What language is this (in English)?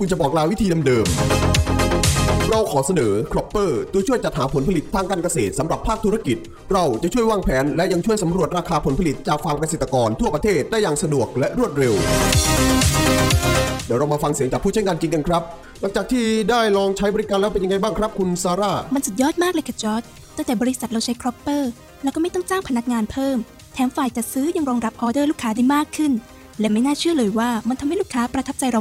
Thai